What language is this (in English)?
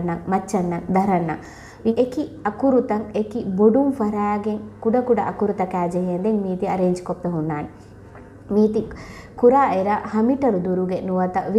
Divehi